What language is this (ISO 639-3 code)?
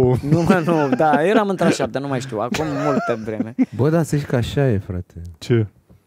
ron